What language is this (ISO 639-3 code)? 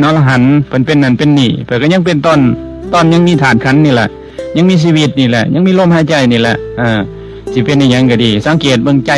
lao